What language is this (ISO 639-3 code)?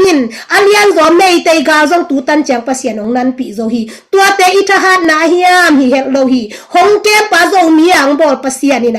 ctd